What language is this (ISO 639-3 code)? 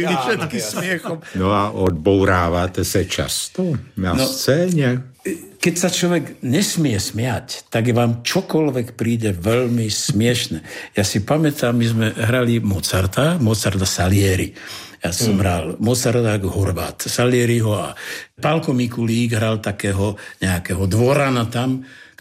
slk